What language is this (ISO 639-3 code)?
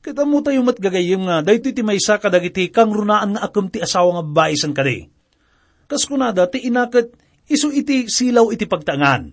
ilo